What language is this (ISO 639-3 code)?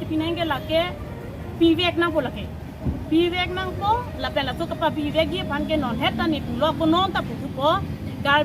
mjw